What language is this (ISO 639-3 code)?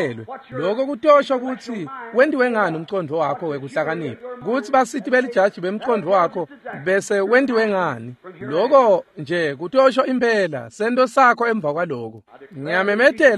ssw